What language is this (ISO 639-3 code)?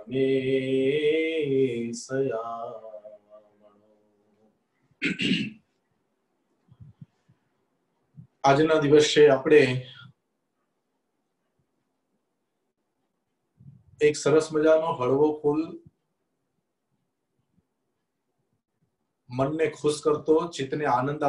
guj